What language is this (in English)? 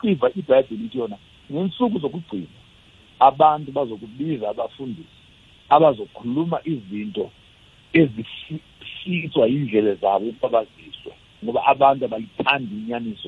South Ndebele